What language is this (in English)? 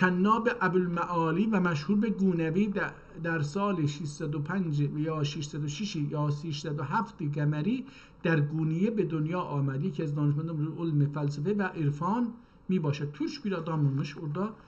South Azerbaijani